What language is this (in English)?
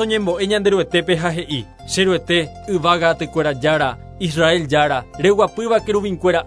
Guarani